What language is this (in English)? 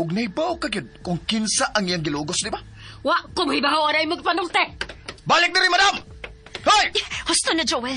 Cebuano